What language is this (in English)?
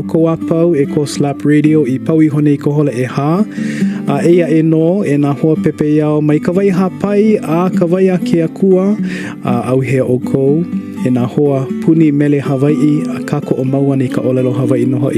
Hawaiian